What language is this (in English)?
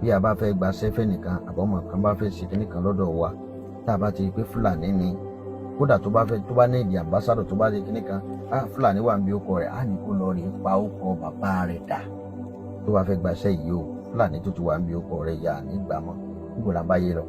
Yoruba